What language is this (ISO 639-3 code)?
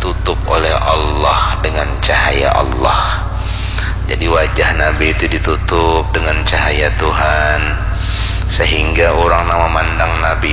bjn